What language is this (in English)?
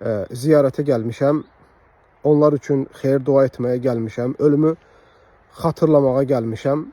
Azerbaijani